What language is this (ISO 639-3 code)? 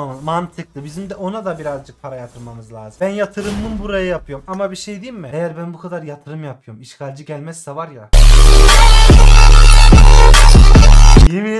tur